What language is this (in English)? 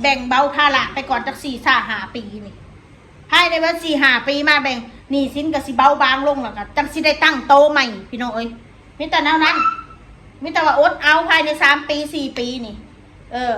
Northeastern Thai